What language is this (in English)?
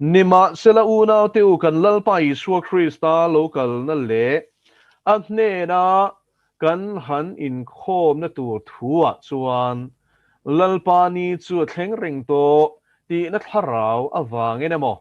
Mizo